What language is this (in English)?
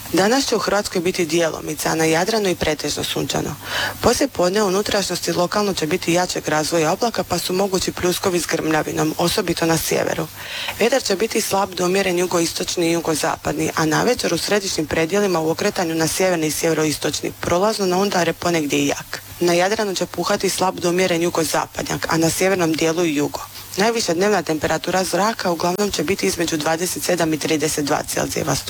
Croatian